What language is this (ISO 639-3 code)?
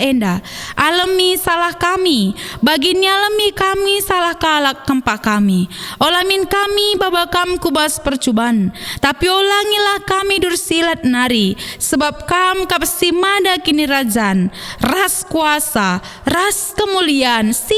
btx